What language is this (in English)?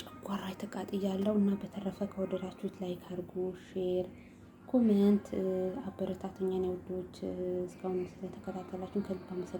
Amharic